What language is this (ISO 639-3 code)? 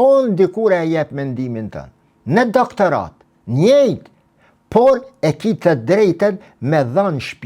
sqi